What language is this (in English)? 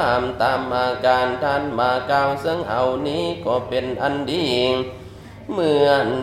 Thai